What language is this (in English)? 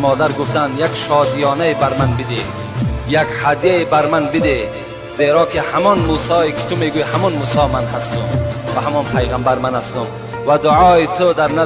Tajik